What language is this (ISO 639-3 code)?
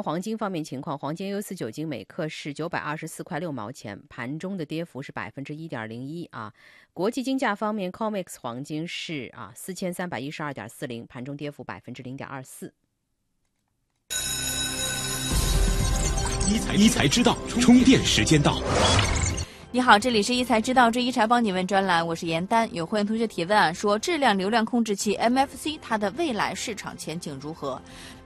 zho